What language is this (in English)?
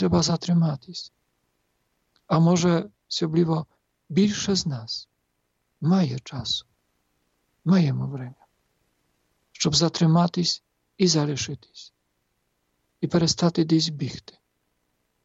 Ukrainian